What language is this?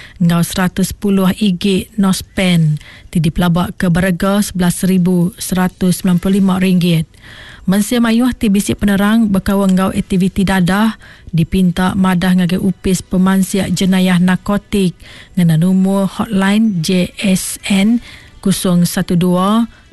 Iban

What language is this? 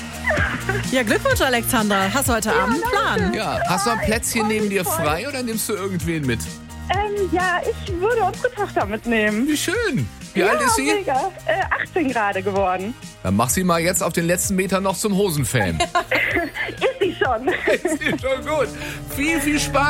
German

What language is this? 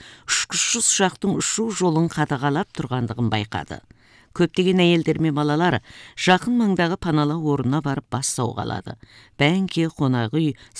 Kazakh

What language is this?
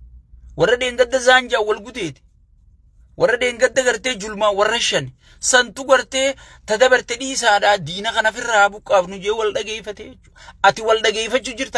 Oromo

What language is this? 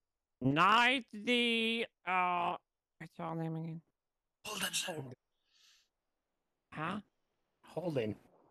English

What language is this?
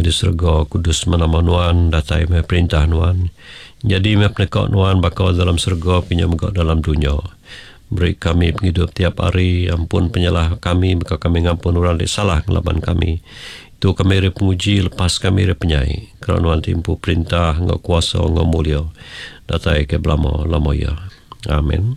Iban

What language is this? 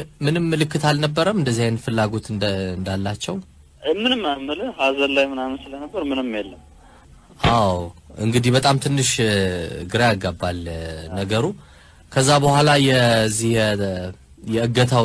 Amharic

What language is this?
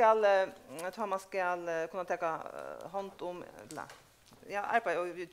Faroese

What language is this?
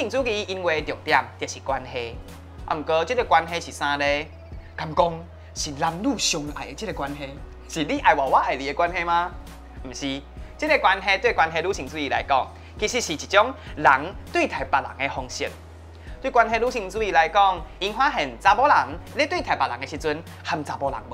Min Nan Chinese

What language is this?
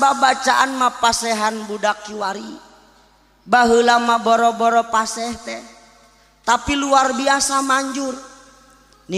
Sundanese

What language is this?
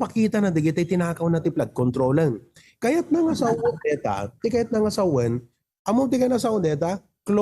Iloko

